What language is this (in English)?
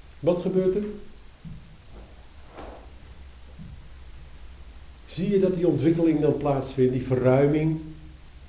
Dutch